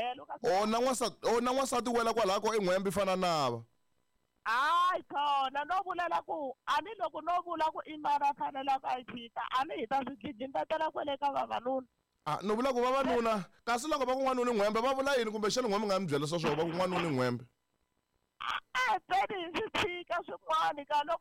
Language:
Tsonga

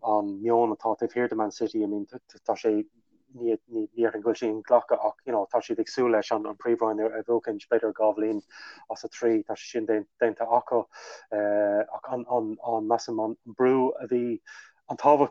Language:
Irish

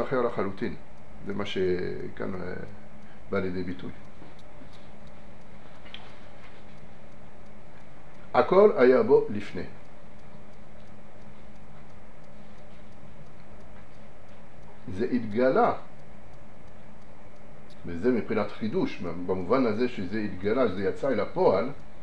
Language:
Hebrew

